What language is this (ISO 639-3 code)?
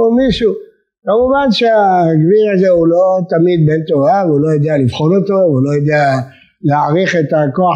heb